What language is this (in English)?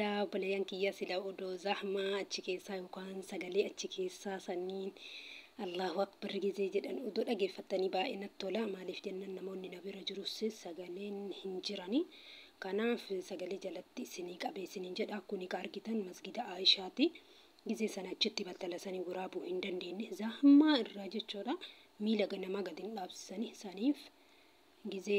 Oromo